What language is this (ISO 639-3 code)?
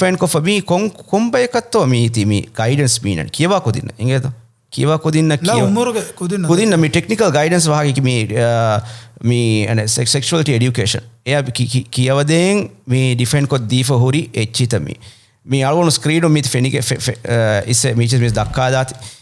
div